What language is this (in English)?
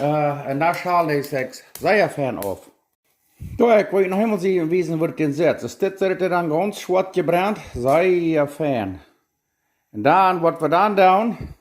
Plautdietsch